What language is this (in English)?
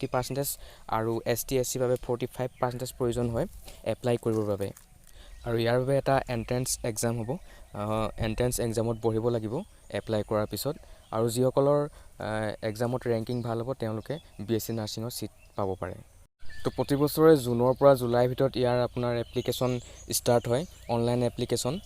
Assamese